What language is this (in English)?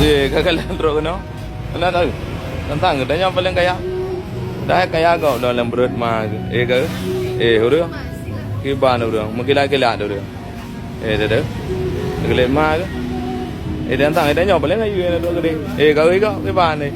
Achinese